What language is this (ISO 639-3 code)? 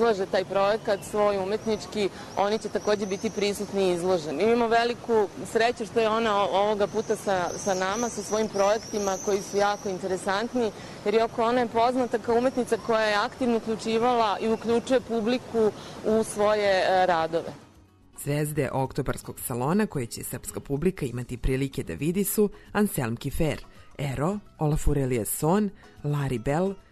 srp